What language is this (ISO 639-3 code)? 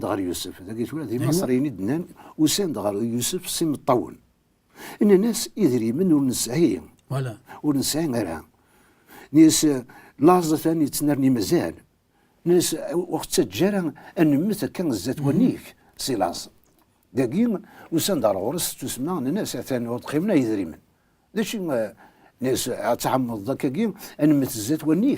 kab